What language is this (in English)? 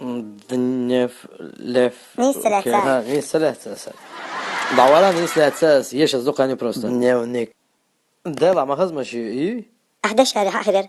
Chechen